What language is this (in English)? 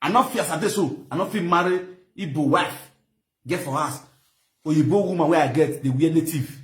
Nigerian Pidgin